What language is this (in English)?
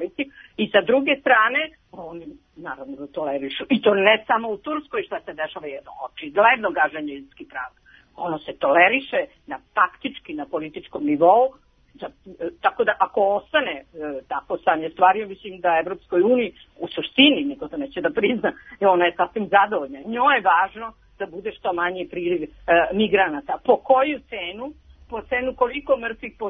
Serbian